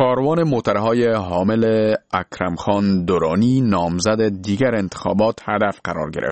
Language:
Persian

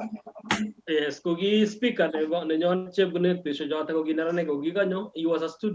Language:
Kalenjin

